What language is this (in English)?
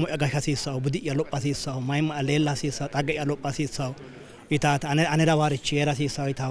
Sidamo